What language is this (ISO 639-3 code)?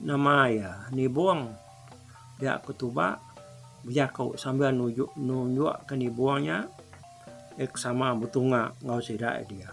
iba